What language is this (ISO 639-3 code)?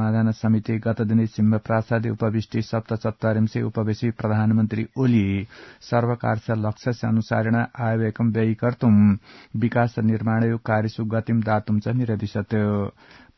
san